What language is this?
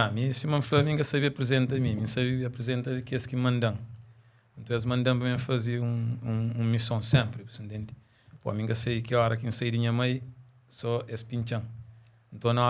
Kabuverdianu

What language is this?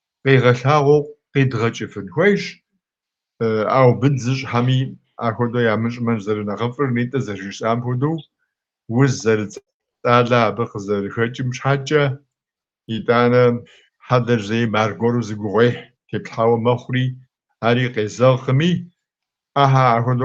Kabardian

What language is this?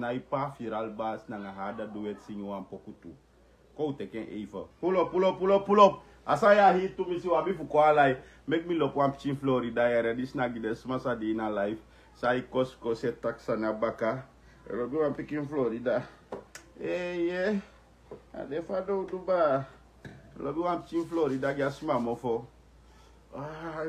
Sranan Tongo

